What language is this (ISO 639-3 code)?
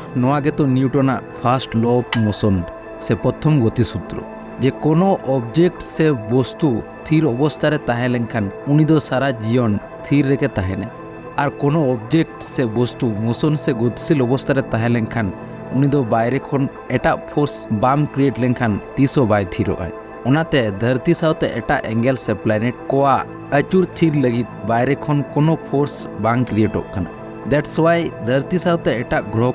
sat